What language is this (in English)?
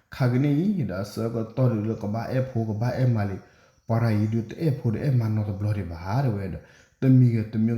S'gaw Karen